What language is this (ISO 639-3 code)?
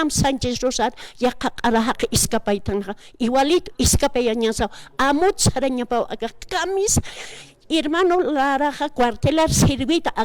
aym